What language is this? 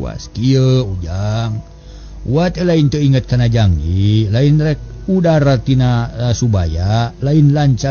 Sundanese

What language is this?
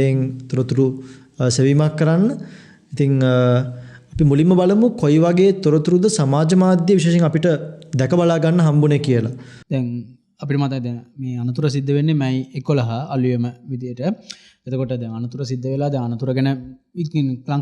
Sinhala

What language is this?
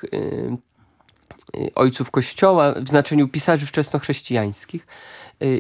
Polish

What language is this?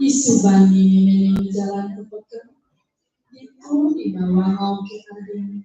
Balinese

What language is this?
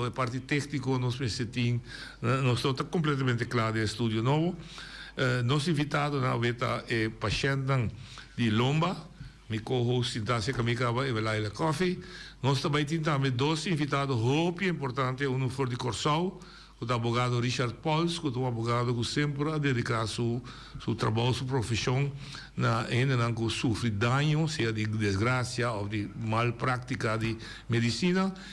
Papiamento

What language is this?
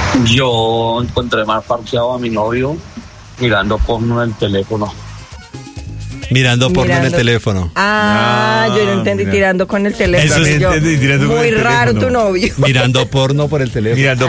Spanish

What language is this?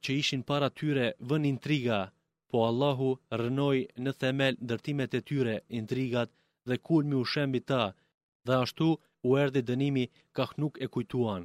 Albanian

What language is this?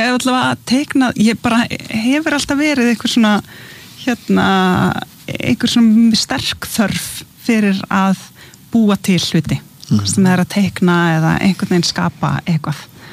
Icelandic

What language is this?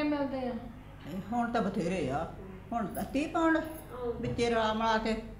Punjabi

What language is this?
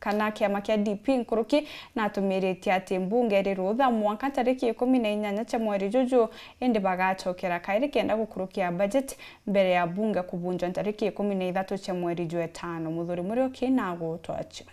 Meru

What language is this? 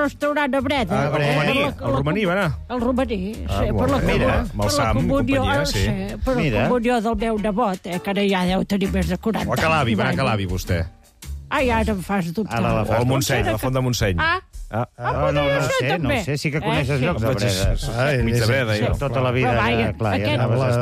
Catalan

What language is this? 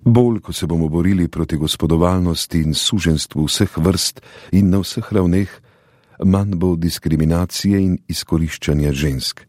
Slovenian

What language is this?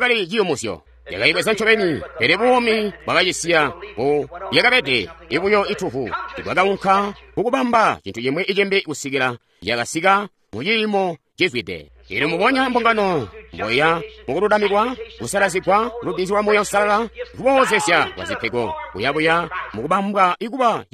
Tonga (Zambia)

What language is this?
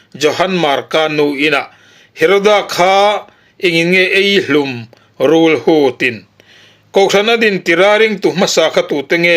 Mizo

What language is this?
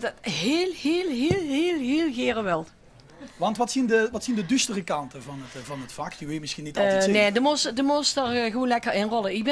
Limburgish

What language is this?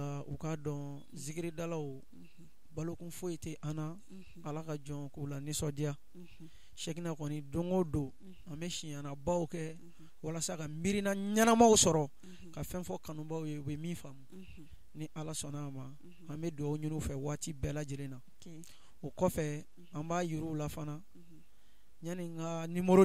Bambara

